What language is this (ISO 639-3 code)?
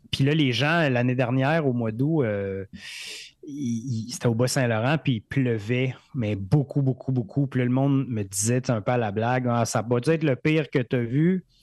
fra